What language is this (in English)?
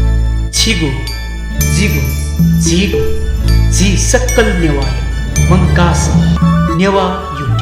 Newari